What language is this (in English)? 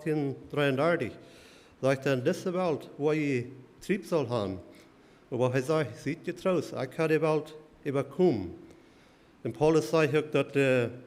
Plautdietsch